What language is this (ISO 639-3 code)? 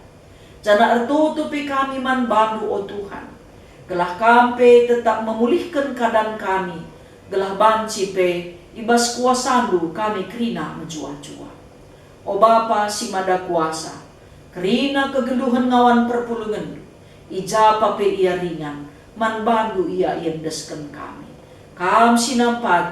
btx